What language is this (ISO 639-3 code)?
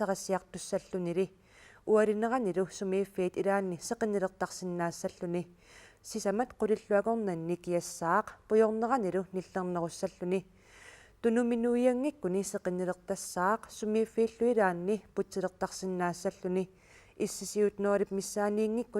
kal